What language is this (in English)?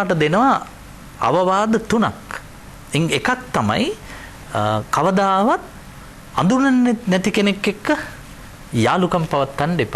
Sinhala